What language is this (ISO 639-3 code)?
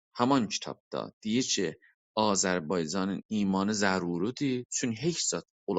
azb